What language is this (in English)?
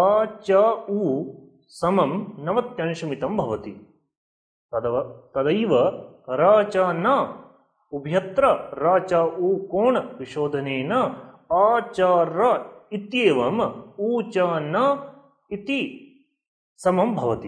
Sanskrit